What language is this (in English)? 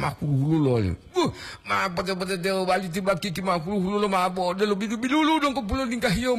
Gorontalo